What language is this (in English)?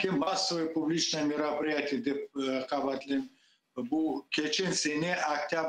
Crimean Tatar